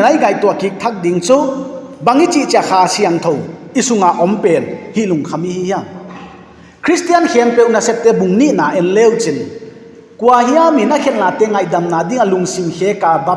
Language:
Paite Chin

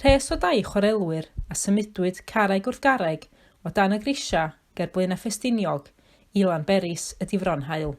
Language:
Welsh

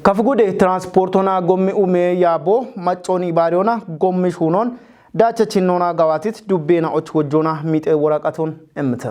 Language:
Kafa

